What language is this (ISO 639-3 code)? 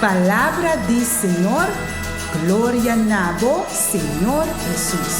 pap